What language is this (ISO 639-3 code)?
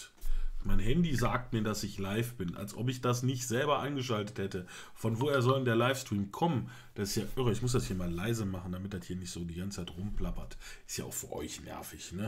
deu